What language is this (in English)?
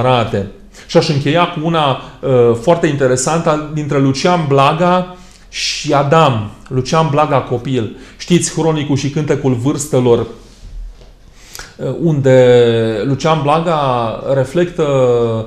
Romanian